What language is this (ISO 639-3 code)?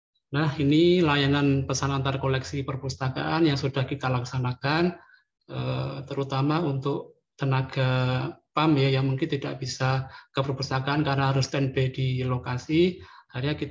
ind